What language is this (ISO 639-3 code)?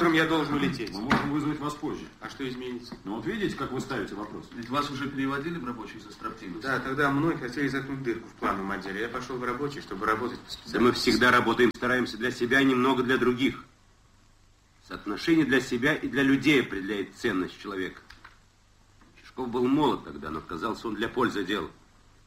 rus